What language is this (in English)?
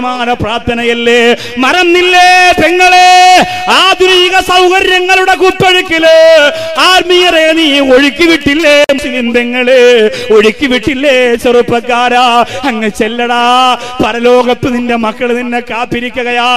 Malayalam